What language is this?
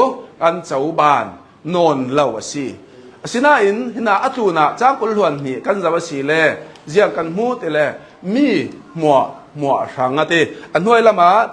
Hakha Chin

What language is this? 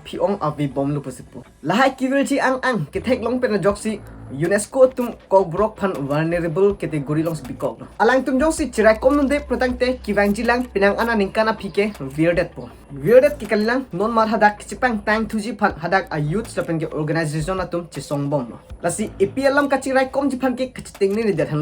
Karbi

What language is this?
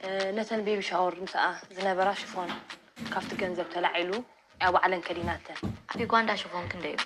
Tigrinya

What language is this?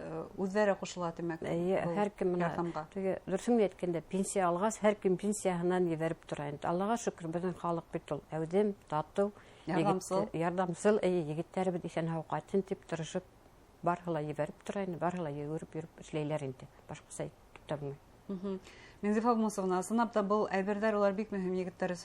Bashkir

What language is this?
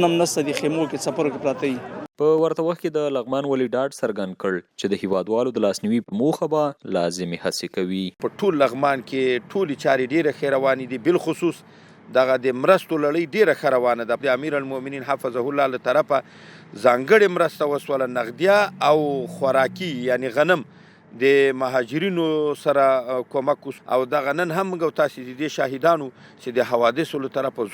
Pashto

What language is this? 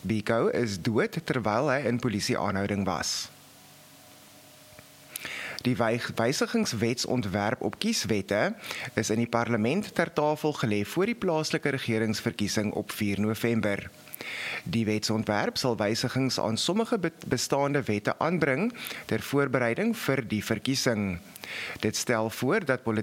Afrikaans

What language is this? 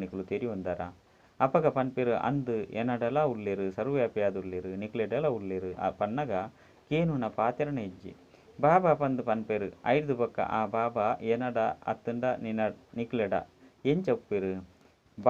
Tulu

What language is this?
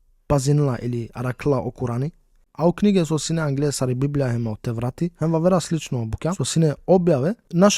Macedonian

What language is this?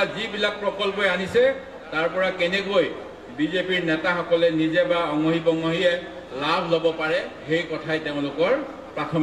Assamese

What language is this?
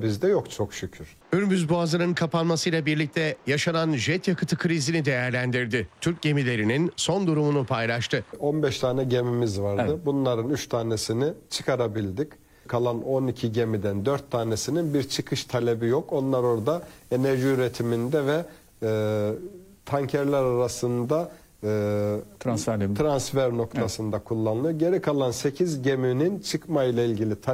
Turkish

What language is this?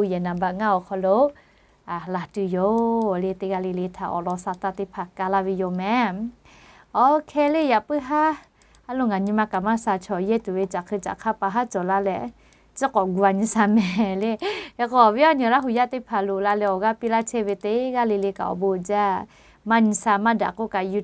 Lahu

